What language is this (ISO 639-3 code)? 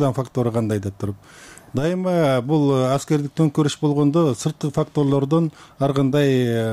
kir